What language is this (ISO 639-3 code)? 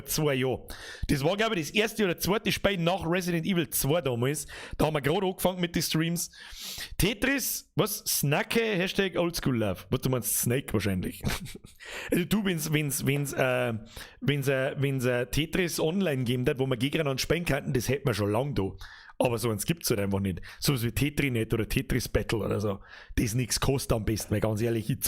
bar